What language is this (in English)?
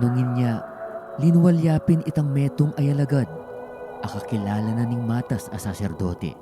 Pampanga